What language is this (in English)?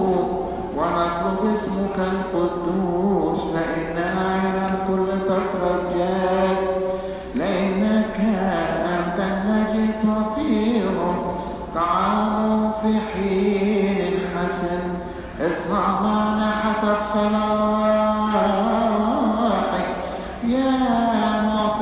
Arabic